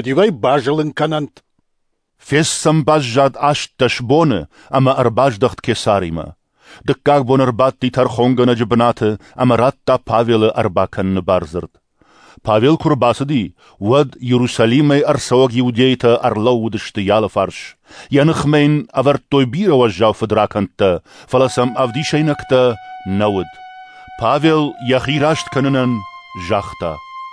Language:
Ossetic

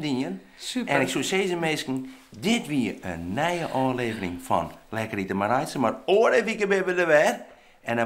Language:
Western Frisian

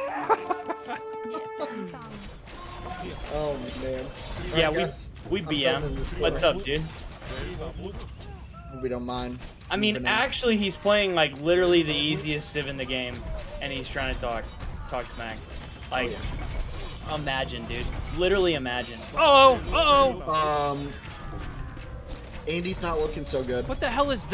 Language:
English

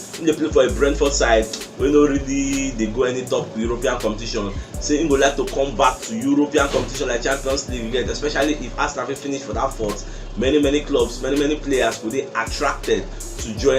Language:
Nigerian Pidgin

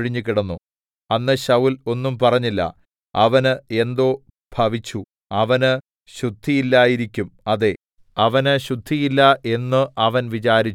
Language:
Malayalam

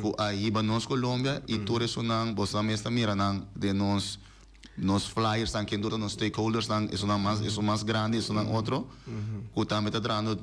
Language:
Papiamento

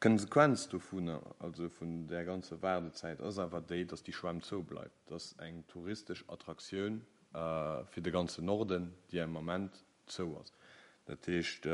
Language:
Luxembourgish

